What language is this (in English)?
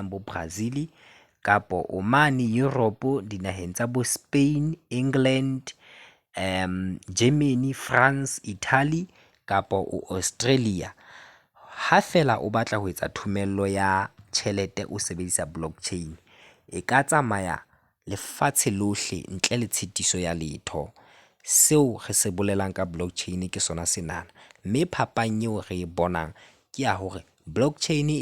Southern Sotho